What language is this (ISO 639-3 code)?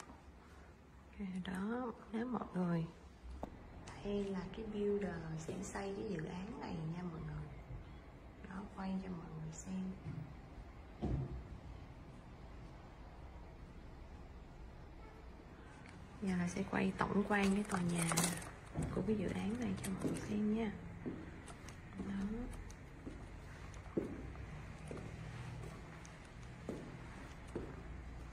vie